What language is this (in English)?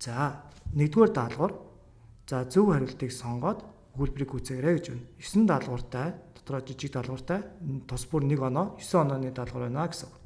Mongolian